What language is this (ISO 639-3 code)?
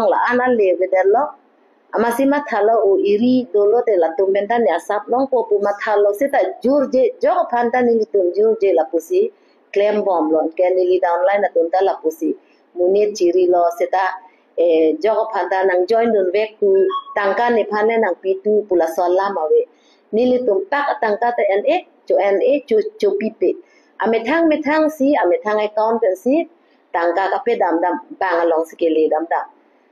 mjw